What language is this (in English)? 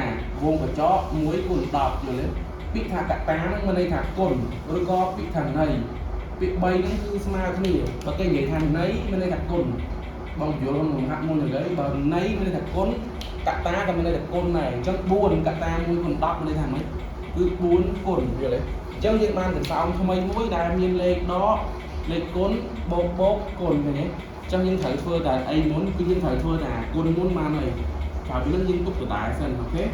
Khmer